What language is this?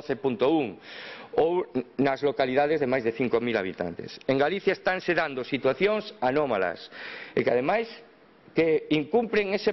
Galician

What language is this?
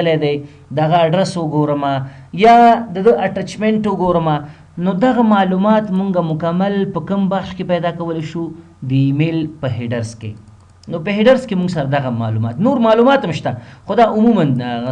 Pashto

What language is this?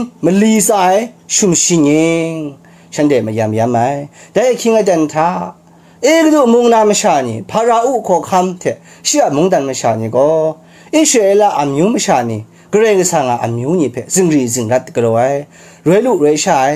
Kachin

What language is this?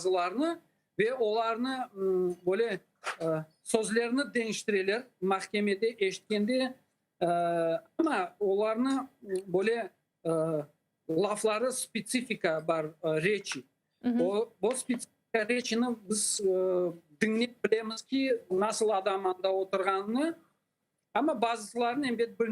Crimean Tatar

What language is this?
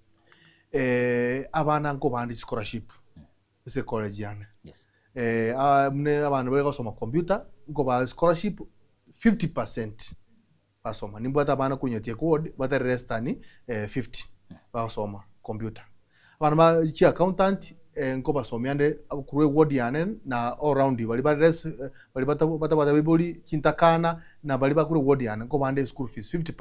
Gusii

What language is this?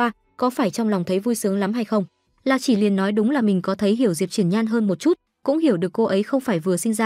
Vietnamese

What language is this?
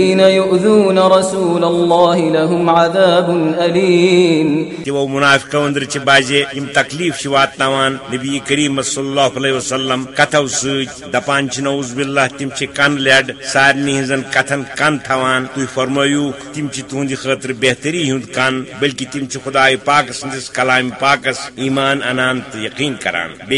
Kashmiri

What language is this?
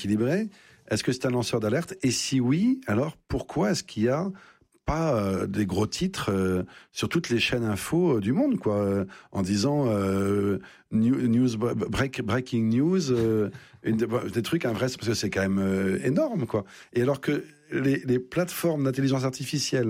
French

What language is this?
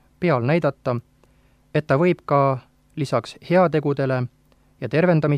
Estonian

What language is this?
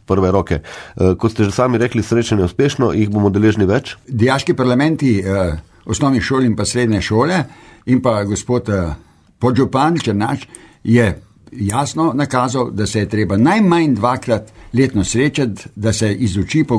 Slovenian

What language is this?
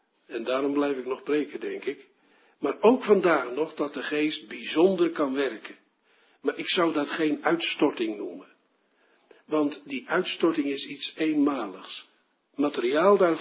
Dutch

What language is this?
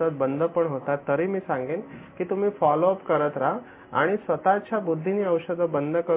Marathi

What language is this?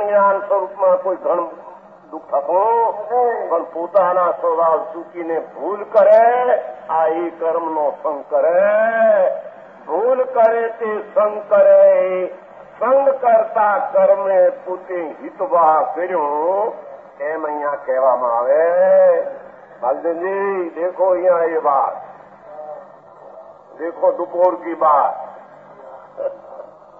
Gujarati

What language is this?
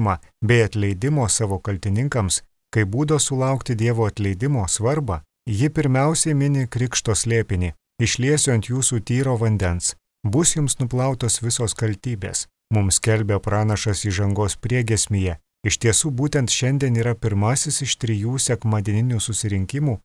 Lithuanian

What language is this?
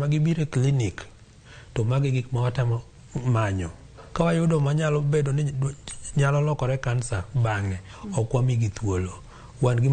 Luo (Kenya and Tanzania)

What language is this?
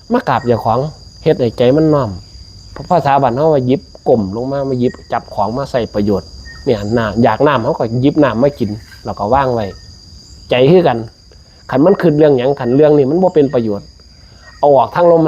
Northeastern Thai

